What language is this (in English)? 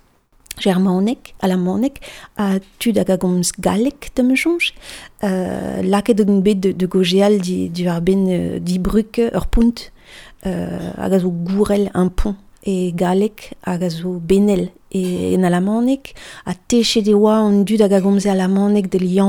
Breton